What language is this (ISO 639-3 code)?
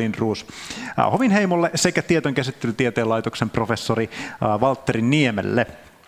fin